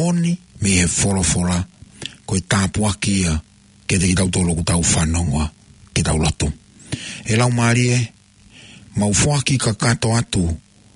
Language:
Tongan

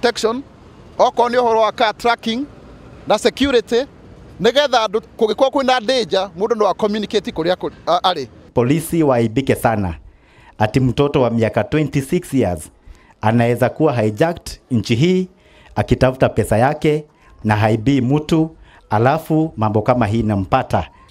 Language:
Kikuyu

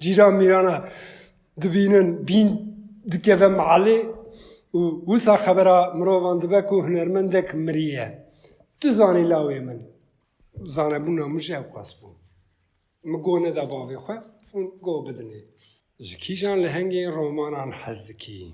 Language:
Kurdish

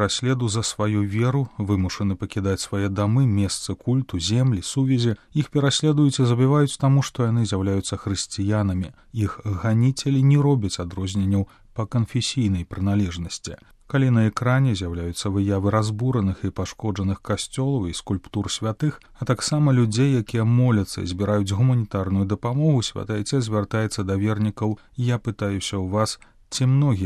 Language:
Belarusian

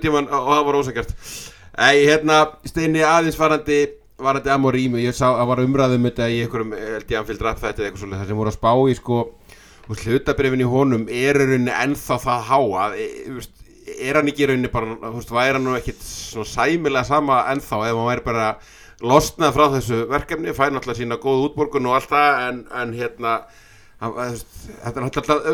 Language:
Icelandic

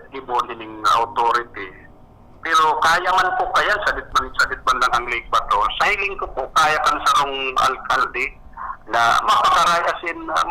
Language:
Bikol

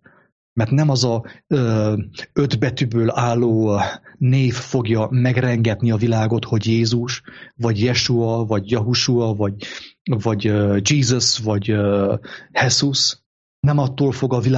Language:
Hungarian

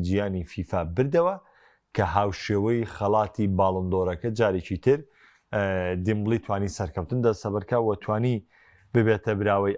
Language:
Central Kurdish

